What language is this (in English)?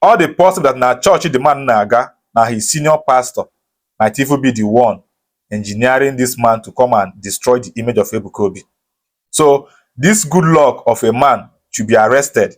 Igbo